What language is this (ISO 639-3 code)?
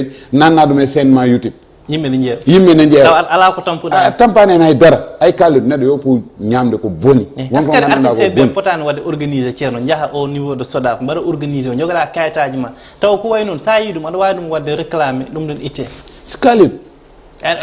ful